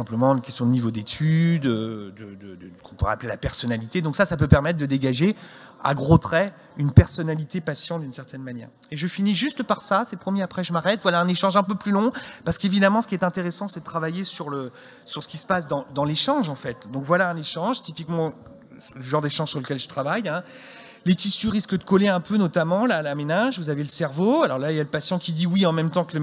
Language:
French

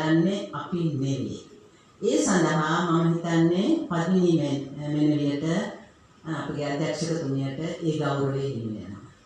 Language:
Sinhala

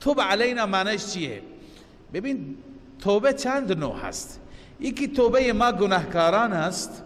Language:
Persian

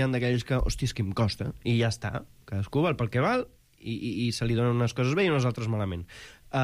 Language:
Catalan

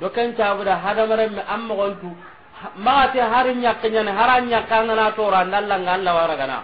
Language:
Soninke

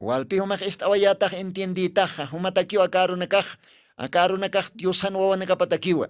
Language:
Aymara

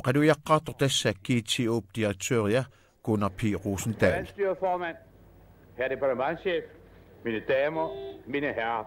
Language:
Kalaallisut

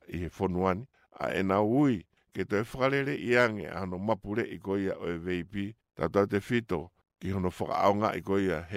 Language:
Tongan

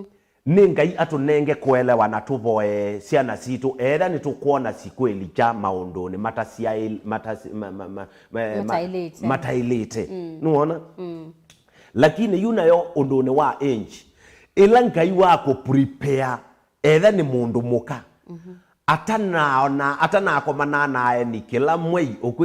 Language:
Kamba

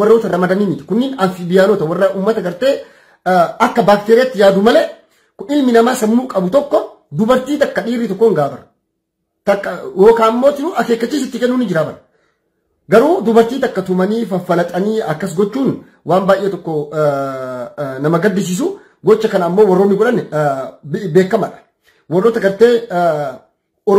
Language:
Oromo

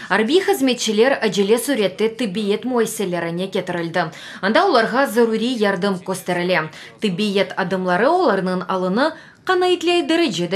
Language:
Crimean Tatar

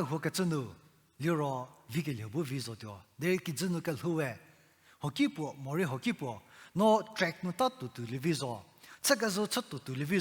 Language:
Angami Naga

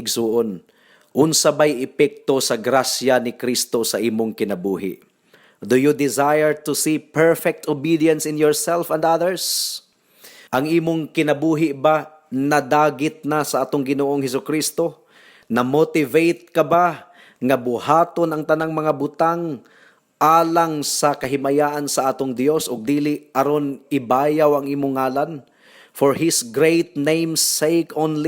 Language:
Cebuano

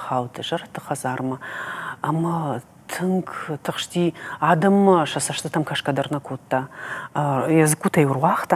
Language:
Ossetic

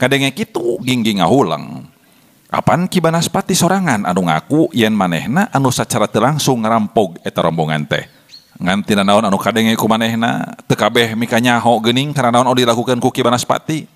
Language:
Sundanese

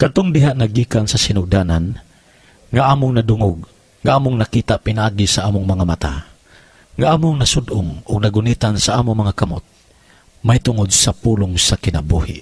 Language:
Cebuano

